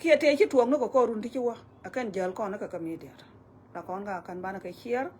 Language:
Nuer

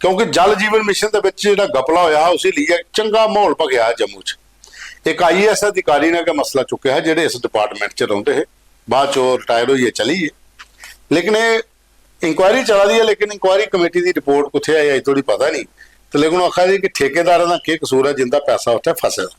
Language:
Dogri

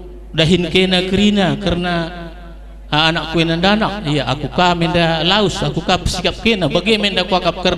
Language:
Batak Karo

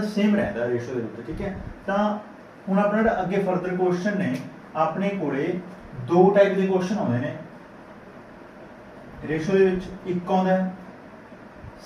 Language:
Punjabi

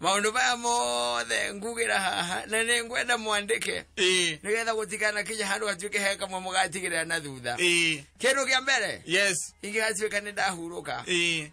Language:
Kikuyu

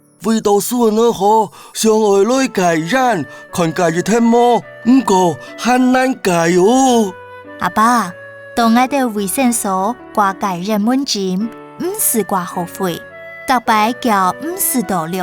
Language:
Hakka Chinese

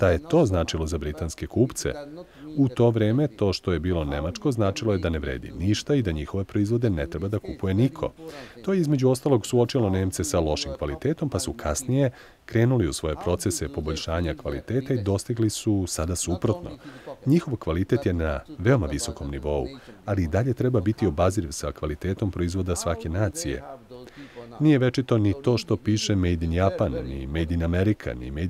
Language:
Serbian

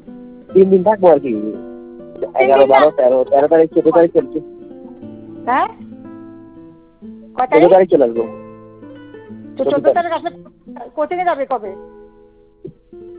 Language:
Bangla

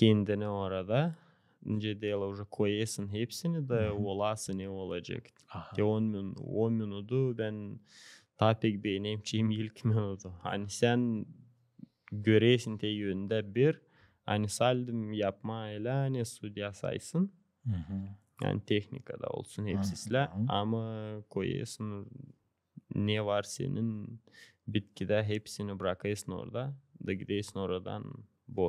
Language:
Gagauz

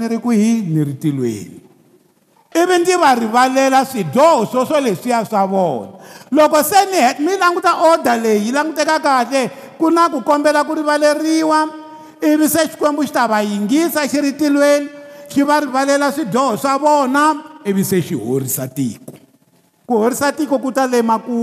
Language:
Tsonga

